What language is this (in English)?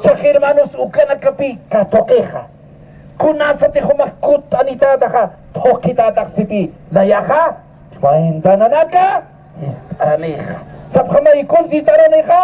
Aymara